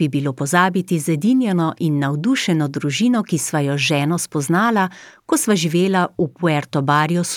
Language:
Slovenian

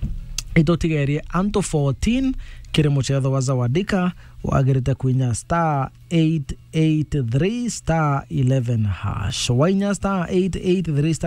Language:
Meru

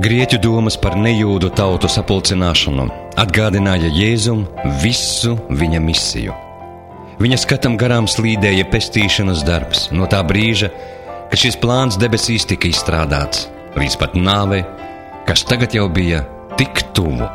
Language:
Latvian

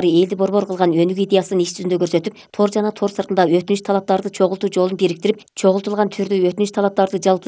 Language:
Kyrgyz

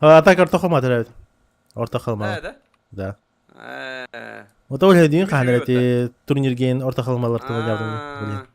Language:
Yakut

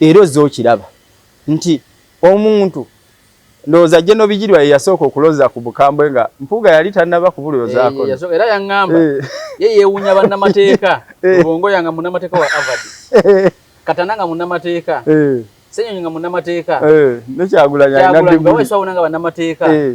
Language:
Ganda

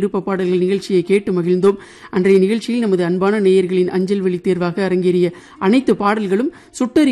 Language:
Tamil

